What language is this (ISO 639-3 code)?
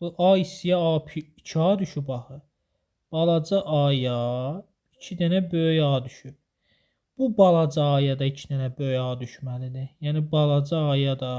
aze